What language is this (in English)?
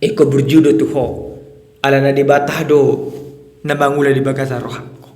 Batak Toba